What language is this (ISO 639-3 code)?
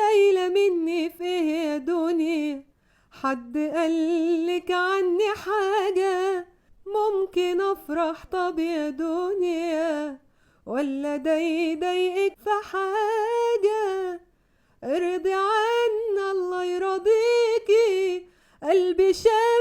arz